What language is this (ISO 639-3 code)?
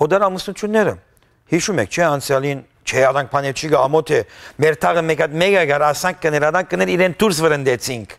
hyw